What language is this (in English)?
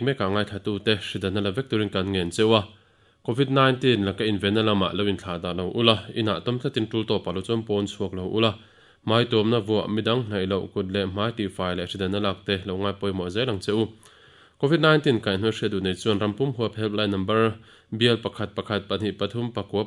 Mizo